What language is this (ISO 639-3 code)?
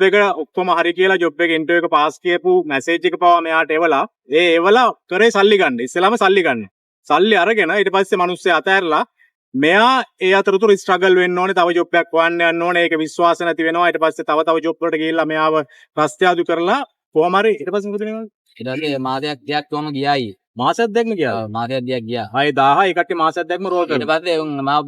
sin